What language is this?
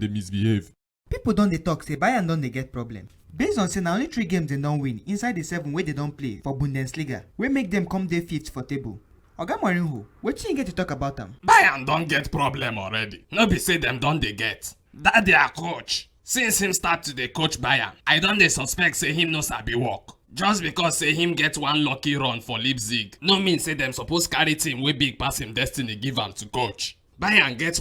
Nigerian Pidgin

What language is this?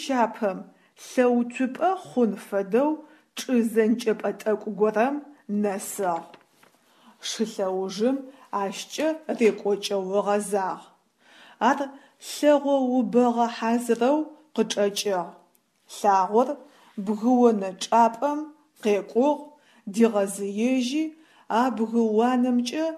Adyghe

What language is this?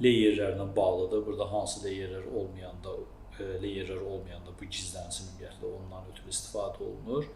Azerbaijani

